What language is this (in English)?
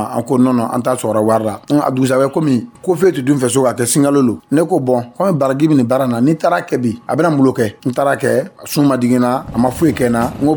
Dyula